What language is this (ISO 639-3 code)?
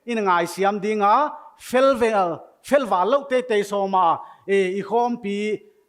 pck